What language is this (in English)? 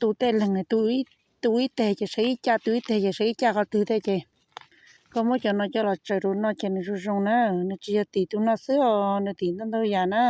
Hmong